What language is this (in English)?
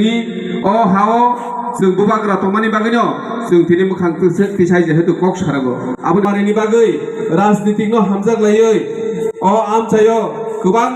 Kok Borok